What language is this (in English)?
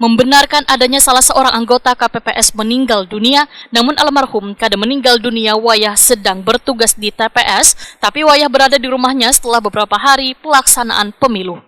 Banjar